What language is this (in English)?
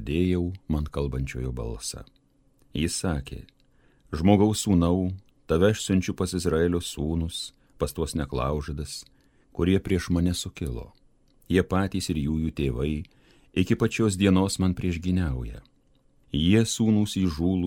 Lithuanian